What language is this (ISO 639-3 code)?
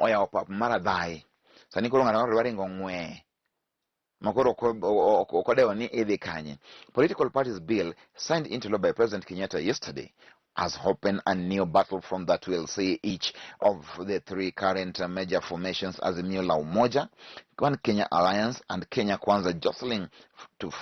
luo